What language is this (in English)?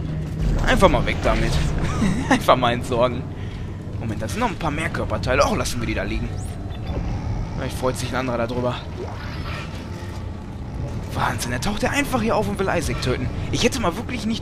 German